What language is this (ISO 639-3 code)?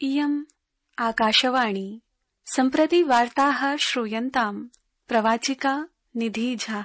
san